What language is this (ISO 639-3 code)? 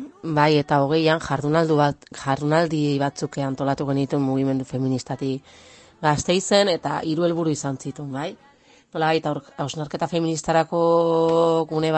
eus